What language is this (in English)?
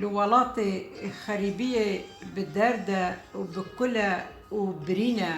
Kurdish